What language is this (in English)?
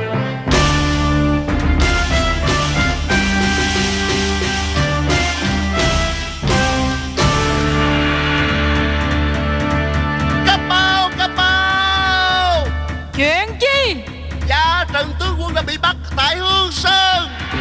Vietnamese